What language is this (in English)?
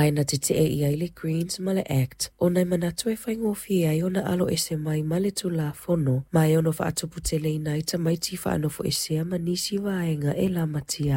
Samoan